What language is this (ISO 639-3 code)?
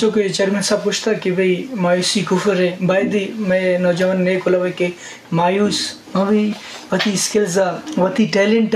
bgp